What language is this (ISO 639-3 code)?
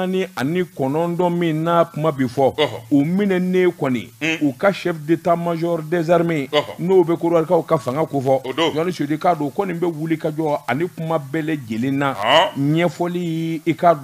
bam